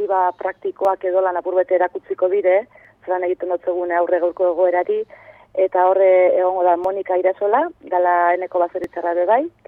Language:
Basque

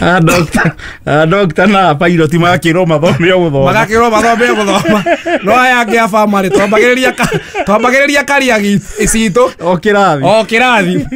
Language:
Kikuyu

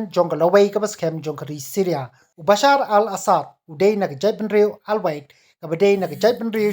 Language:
Khasi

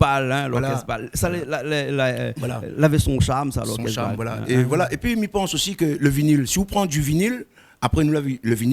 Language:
Réunion Creole French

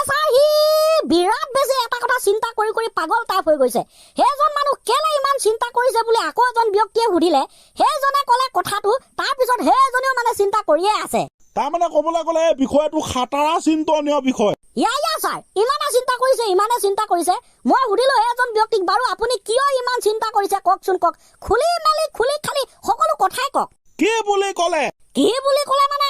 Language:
Assamese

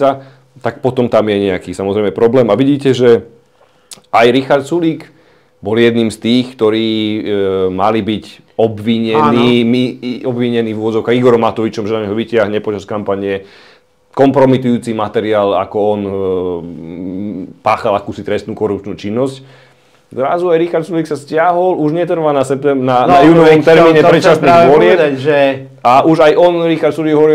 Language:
Slovak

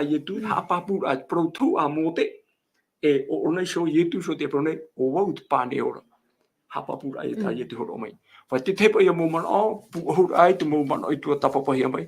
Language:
Tahitian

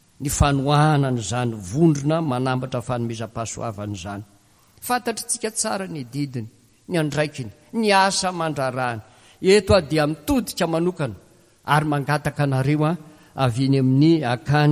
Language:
Malagasy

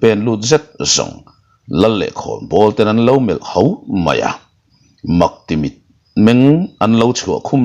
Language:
Mizo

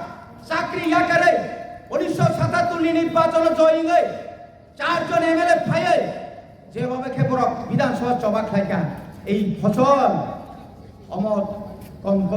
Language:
Kok Borok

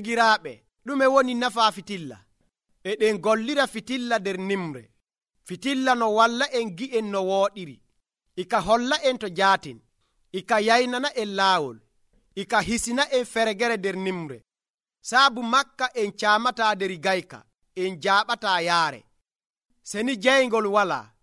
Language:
Nigerian Fulfulde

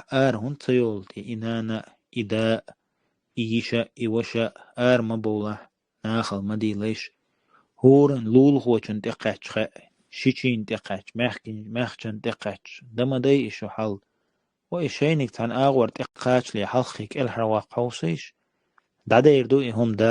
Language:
Chechen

